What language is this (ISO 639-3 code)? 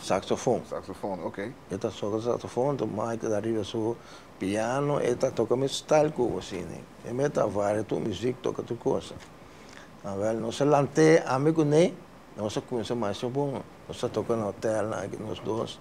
pap